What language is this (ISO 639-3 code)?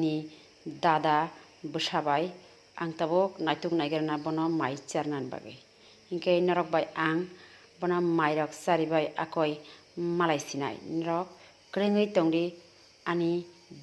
trp